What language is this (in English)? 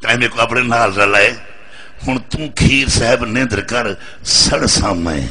Saraiki